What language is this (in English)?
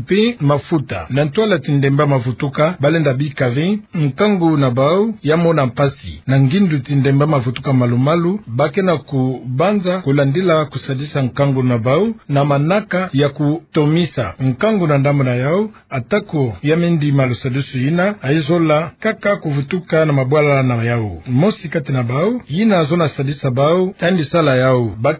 Kituba (Democratic Republic of Congo)